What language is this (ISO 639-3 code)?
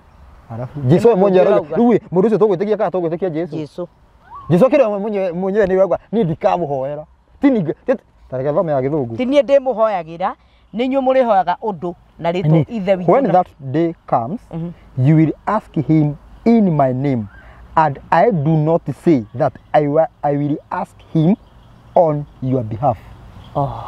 kik